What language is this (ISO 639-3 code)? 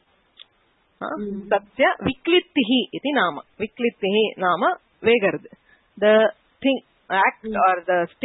san